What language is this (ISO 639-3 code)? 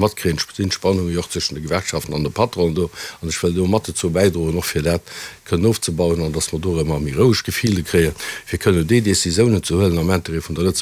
ltz